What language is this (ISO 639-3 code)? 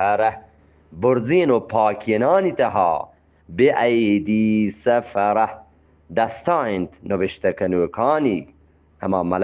bgp